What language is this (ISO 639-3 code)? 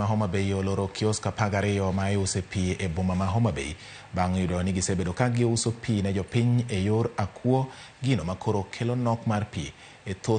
luo